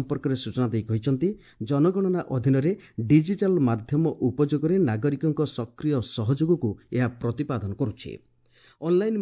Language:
Odia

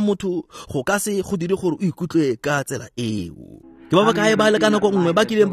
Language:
Tswana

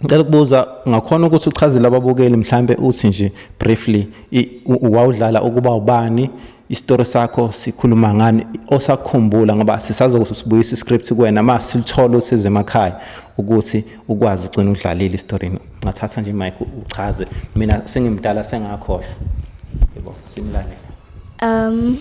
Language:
Zulu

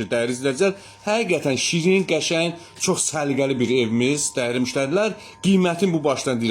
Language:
Azerbaijani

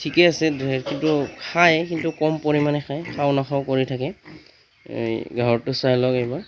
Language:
Assamese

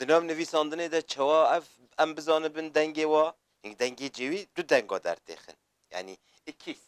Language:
Kurdish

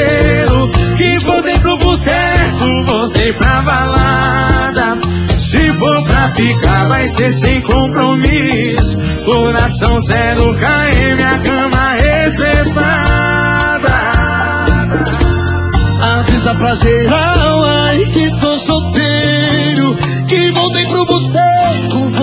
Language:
Portuguese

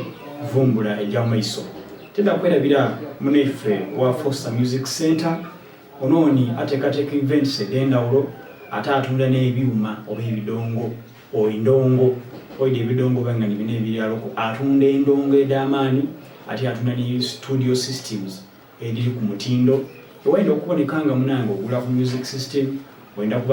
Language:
Soga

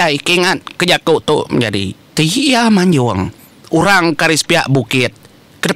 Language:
Iban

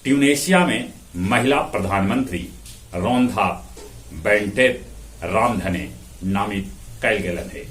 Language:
Magahi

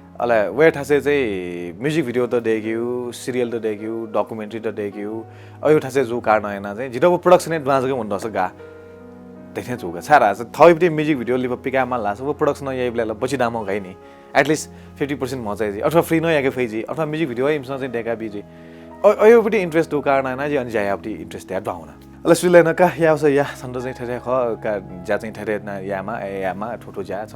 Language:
Newari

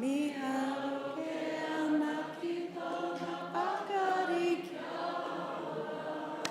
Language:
Māori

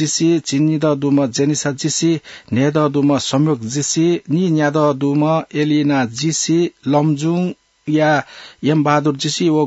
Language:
Newari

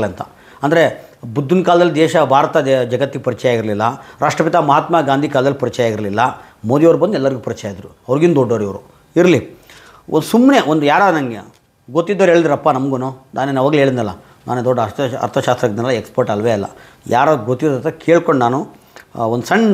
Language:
Kannada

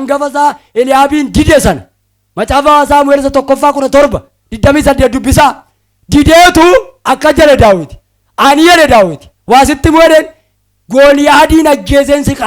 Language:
Oromo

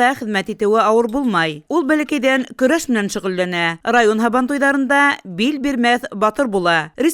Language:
Bashkir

